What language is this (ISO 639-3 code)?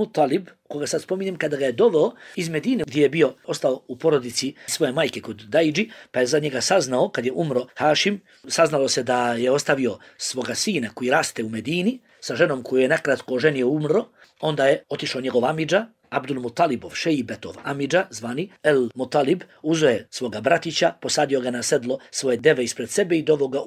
bos